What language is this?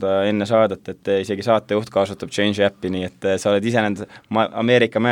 Estonian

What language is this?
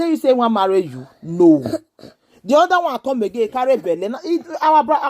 Nigerian Pidgin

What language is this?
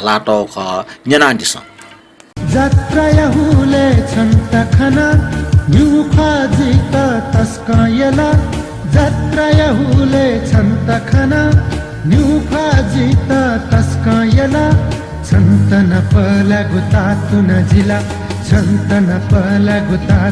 Newari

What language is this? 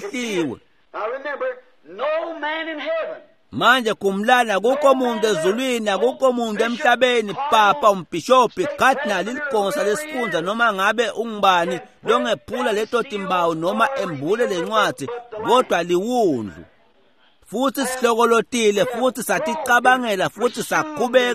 Swati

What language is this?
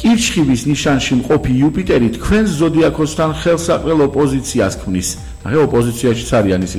Georgian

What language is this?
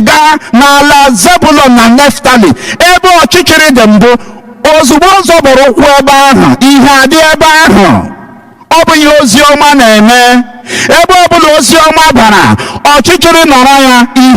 Igbo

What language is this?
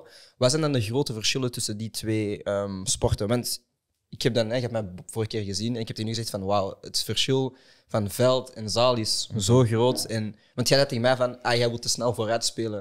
Dutch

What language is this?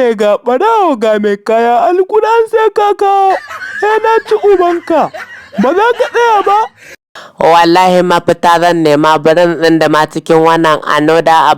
Hausa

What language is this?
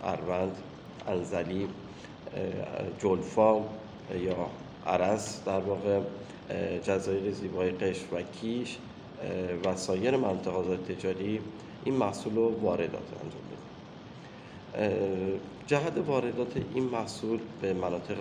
Persian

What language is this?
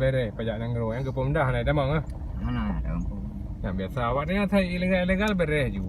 Achinese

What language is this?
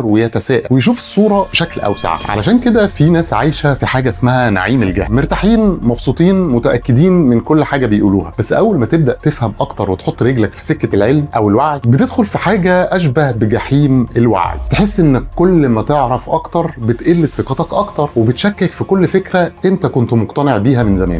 Egyptian Arabic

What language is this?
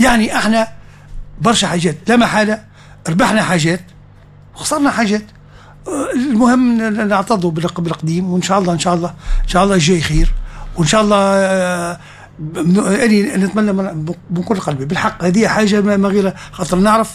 Tunisian Arabic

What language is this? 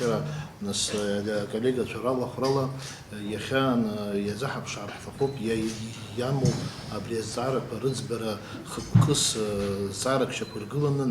Abkhazian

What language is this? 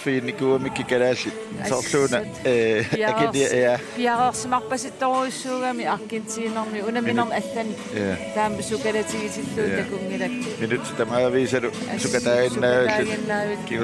Kalaallisut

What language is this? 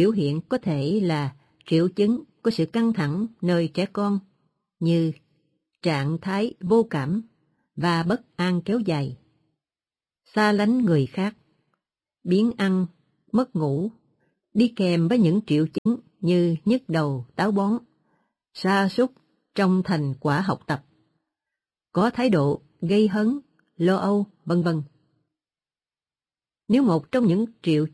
Vietnamese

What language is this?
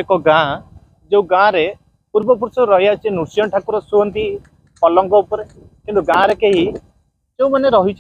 Odia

